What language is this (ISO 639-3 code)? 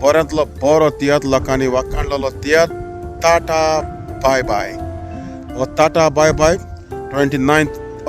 kok